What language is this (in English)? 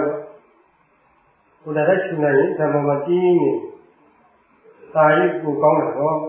Burmese